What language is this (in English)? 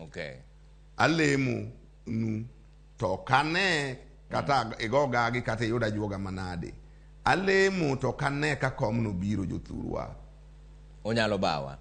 Luo (Kenya and Tanzania)